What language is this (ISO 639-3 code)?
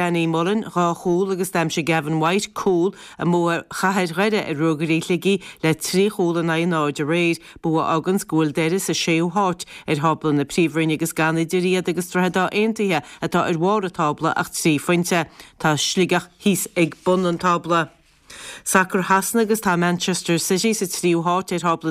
gle